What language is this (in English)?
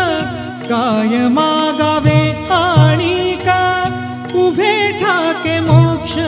Marathi